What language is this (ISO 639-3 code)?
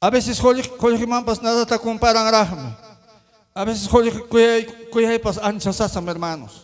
quy